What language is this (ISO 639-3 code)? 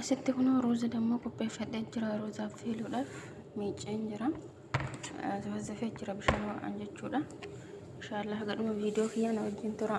orm